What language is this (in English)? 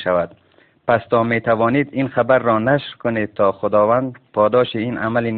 Tajik